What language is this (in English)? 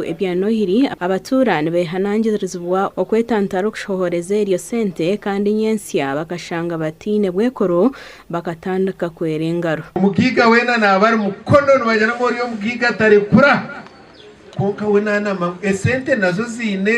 Nyankole